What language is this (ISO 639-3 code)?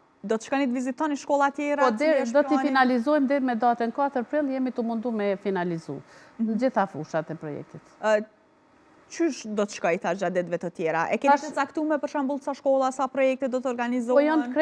sqi